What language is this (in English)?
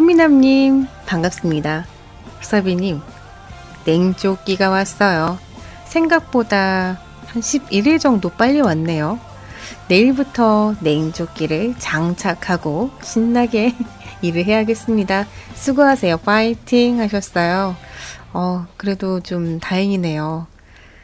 Korean